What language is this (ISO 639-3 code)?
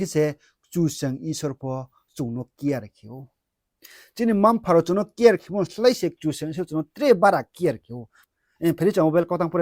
ria